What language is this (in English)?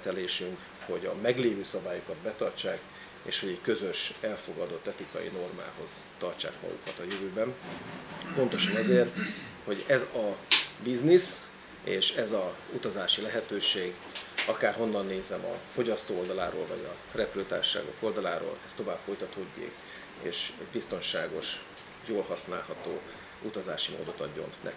Hungarian